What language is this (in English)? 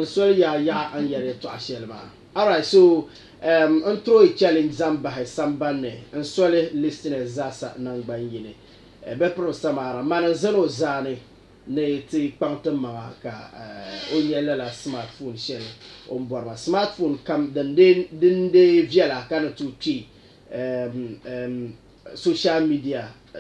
Dagbani